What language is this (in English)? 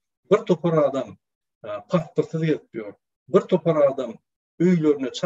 Turkmen